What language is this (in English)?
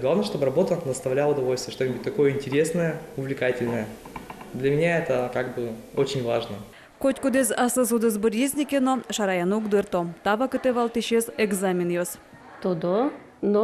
Udmurt